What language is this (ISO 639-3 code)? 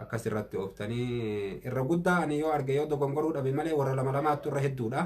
orm